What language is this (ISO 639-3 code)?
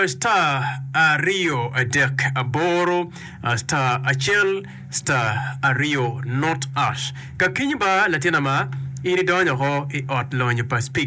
ach